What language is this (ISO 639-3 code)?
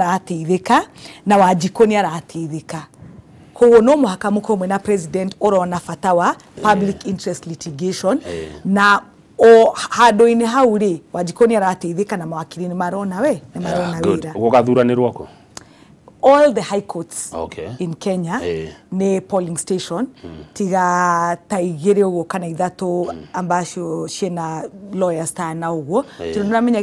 kik